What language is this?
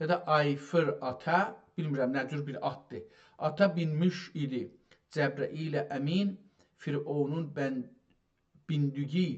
South Azerbaijani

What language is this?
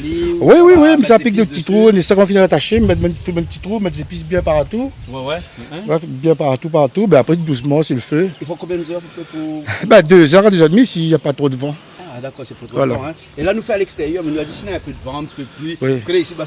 Réunion Creole French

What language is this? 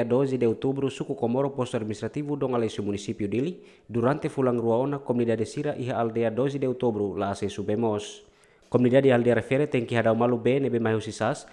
Tetum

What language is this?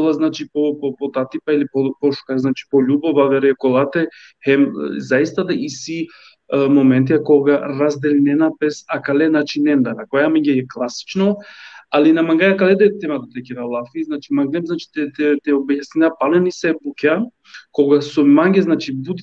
Balkan Romani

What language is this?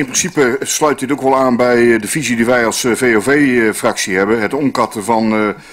Dutch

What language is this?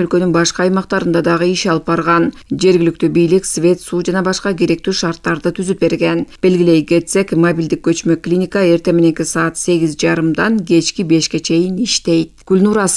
Kyrgyz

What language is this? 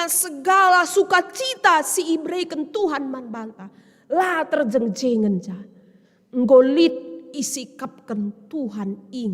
Batak Karo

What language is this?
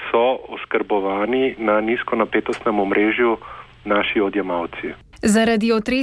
Slovenian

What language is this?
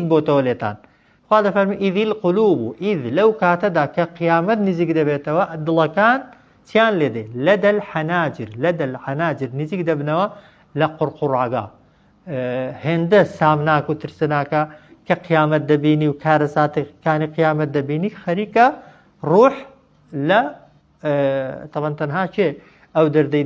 Central Kurdish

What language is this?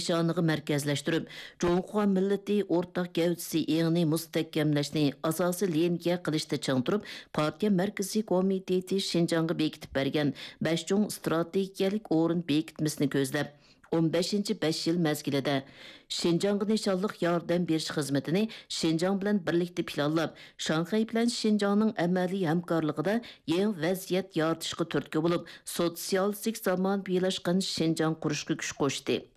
Uyghur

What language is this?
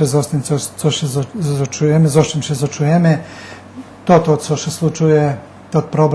Rusyn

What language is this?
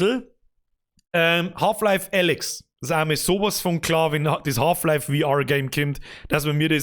Bavarian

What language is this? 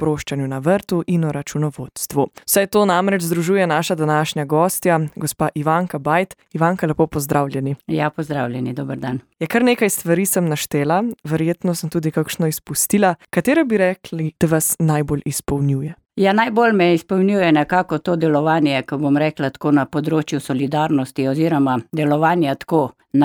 Slovenian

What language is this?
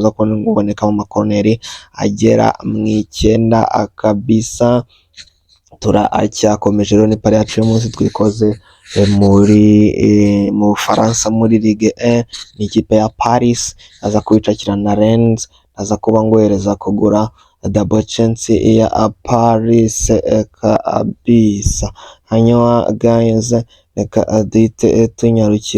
Kinyarwanda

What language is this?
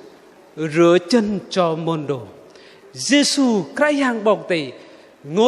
Bahnar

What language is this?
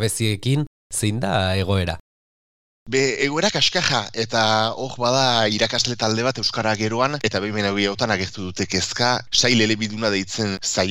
Basque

